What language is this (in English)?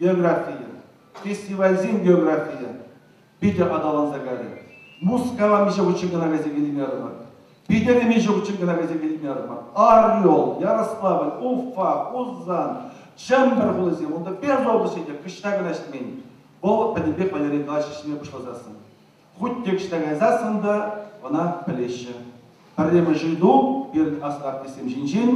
Chuvash